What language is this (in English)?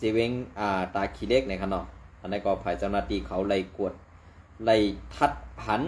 Shan